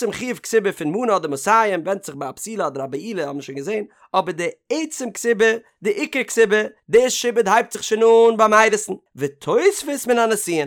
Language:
Yiddish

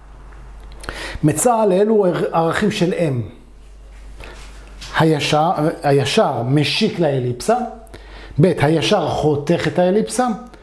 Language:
Hebrew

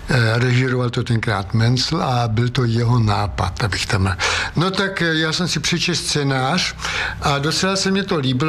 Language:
Czech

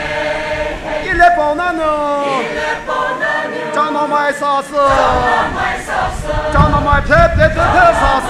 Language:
Poumei Naga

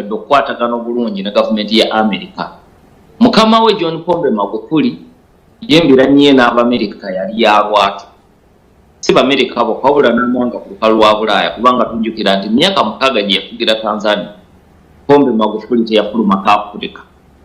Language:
Ganda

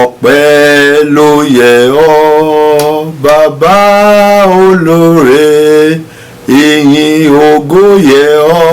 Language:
Yoruba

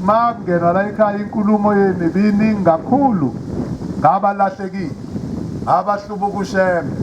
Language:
Zulu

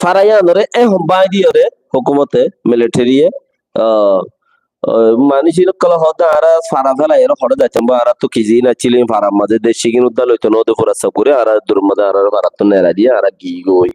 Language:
Rohingya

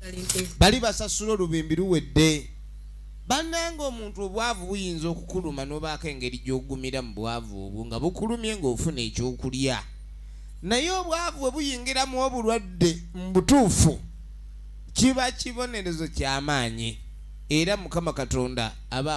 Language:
Ganda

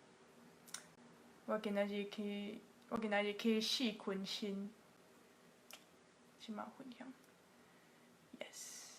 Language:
Min Nan Chinese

